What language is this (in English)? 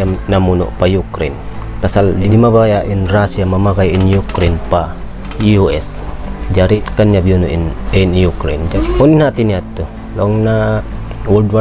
Tausug